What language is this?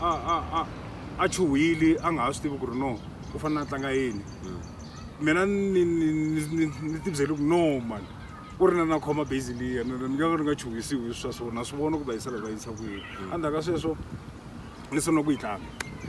Tsonga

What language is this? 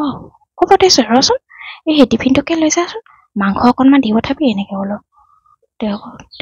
Assamese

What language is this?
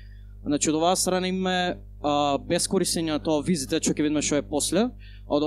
Macedonian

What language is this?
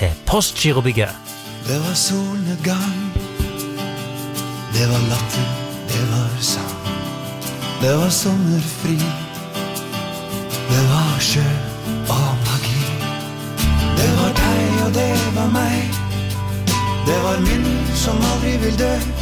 Norwegian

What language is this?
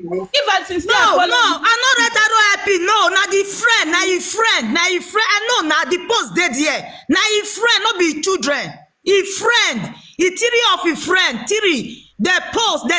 Nigerian Pidgin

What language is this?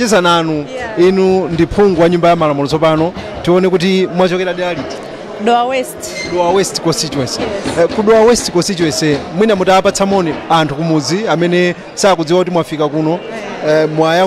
Nyanja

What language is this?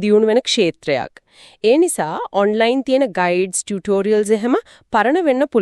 Sinhala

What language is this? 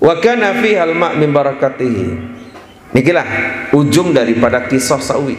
Sasak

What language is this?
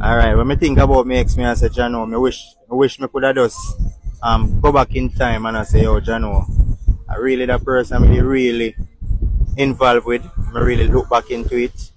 Jamaican Creole English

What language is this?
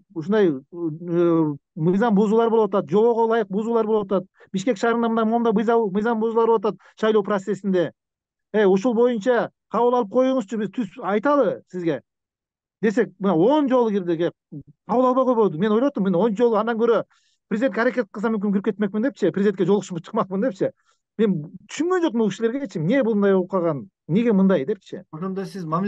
Kyrgyz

